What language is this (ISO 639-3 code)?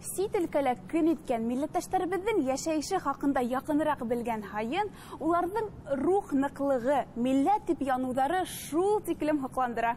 bak